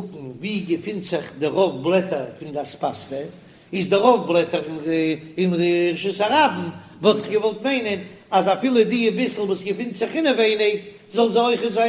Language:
Yiddish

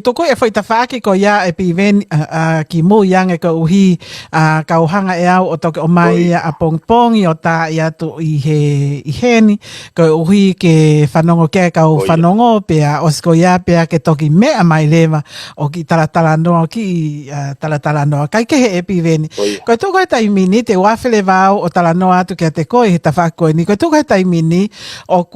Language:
Tongan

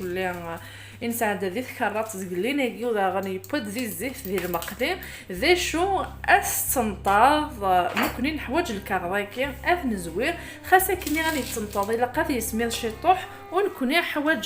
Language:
Kabyle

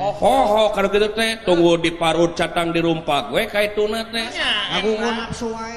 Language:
Sundanese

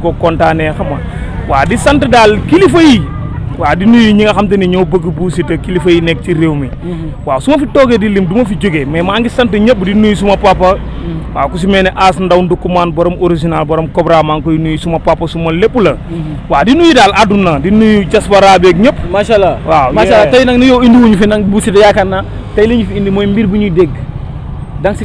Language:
Wolof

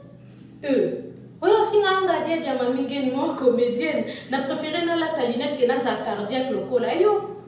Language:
Lingala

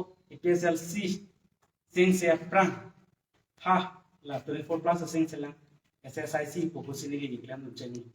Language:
Karbi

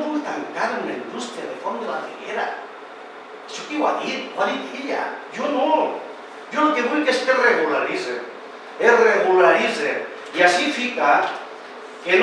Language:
Catalan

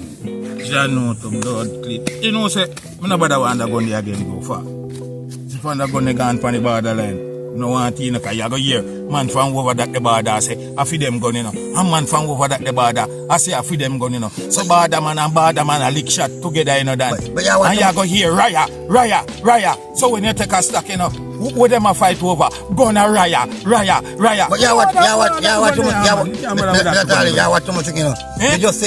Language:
Jamaican Creole English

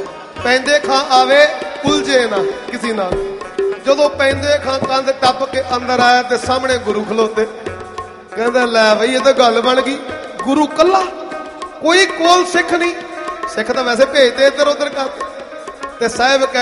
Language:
Punjabi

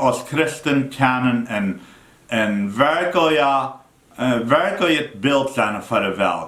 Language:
Plautdietsch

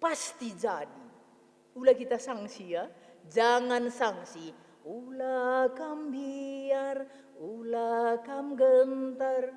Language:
Batak Karo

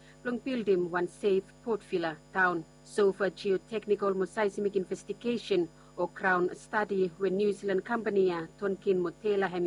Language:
Bislama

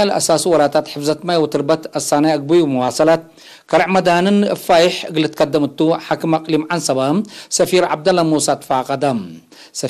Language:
Tigre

